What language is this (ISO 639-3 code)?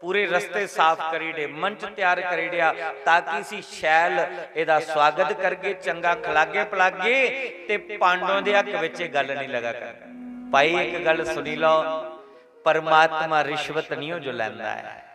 doi